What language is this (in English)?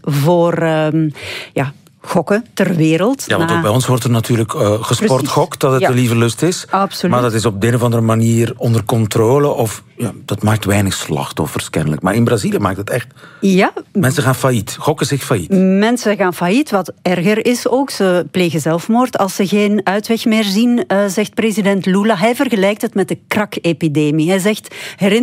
Dutch